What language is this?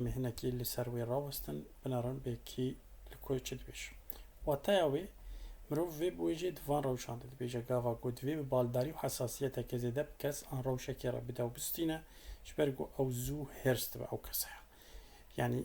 Kurdish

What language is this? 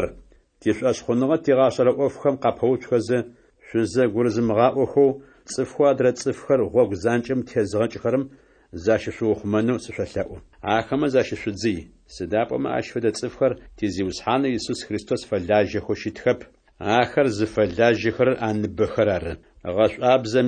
Adyghe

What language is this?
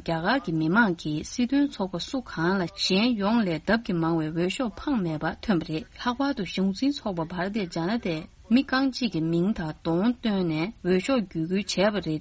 Tibetan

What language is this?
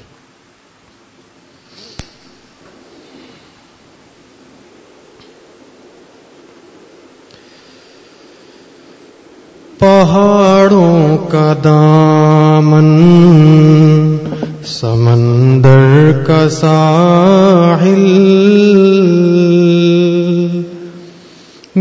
Urdu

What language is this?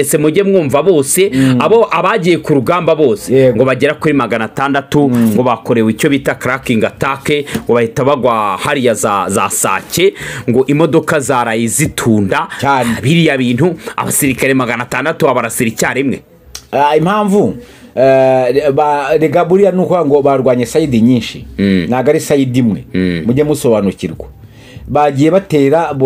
Kinyarwanda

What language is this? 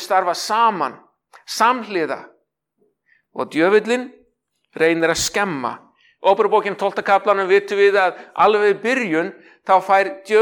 Icelandic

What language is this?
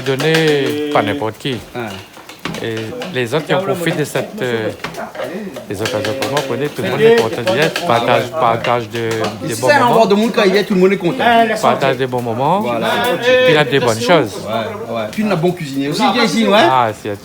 Réunion Creole French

